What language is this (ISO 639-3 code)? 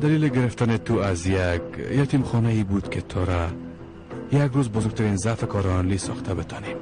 fas